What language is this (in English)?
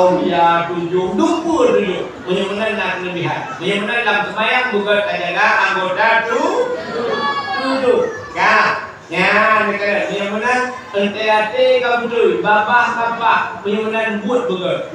Achinese